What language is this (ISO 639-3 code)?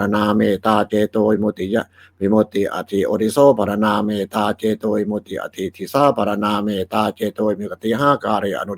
pli